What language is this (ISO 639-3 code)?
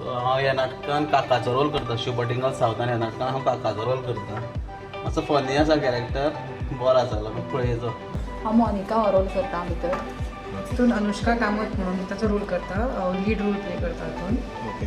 kok